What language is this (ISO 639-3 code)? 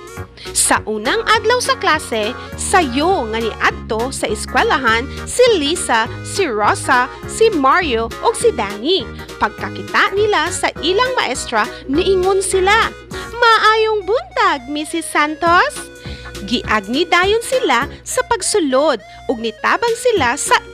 ceb